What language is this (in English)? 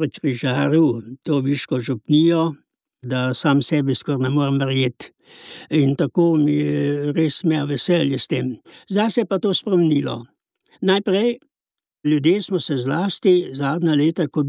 Slovenian